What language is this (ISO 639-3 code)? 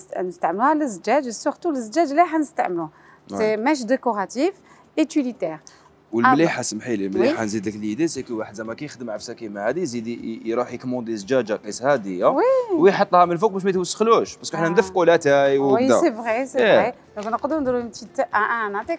arq